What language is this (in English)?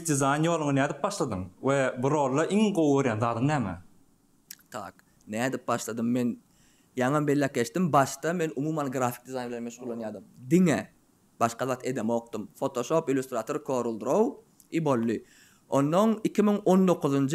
Turkmen